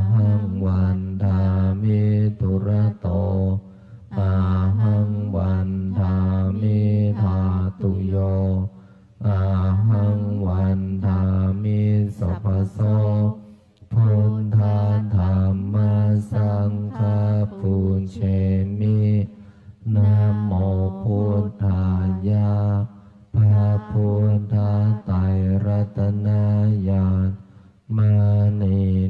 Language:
Pali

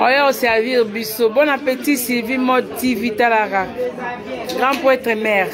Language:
Lingala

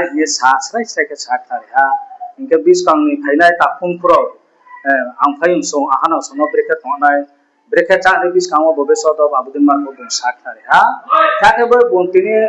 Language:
Riang (India)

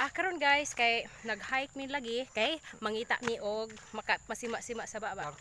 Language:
Cebuano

